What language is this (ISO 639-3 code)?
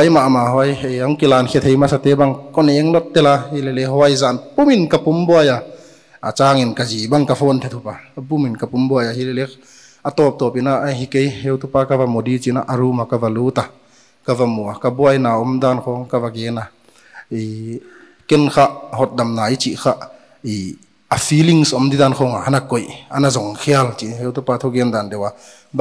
pck